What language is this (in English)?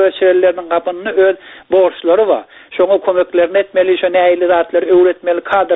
Turkmen